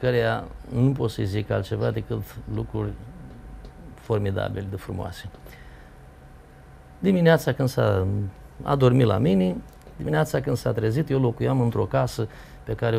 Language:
Romanian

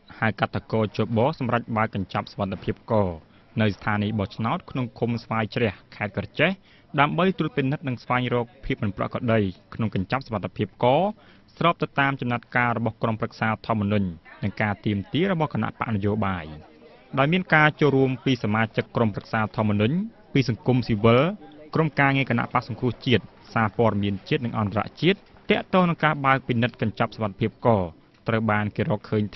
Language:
Khmer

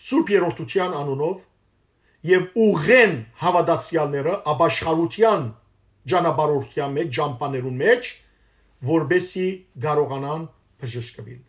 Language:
Western Armenian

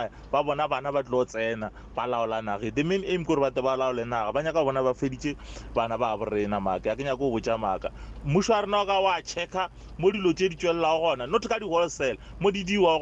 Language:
Northern Sotho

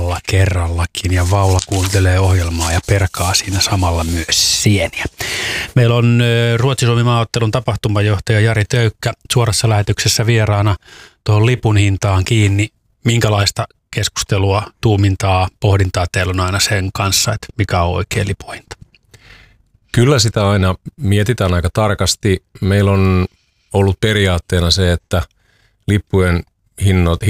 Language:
Finnish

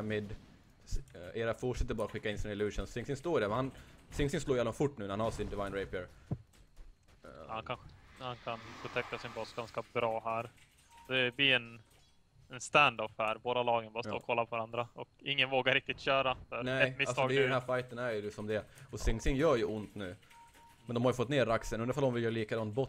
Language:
Swedish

